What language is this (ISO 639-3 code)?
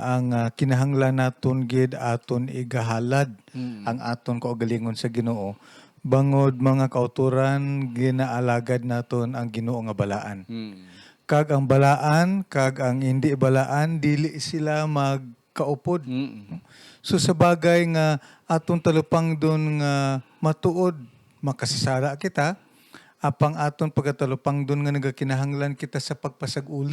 hil